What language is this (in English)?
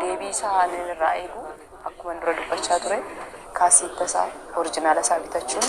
Oromo